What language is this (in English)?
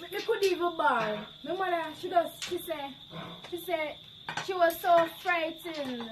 Jamaican Creole English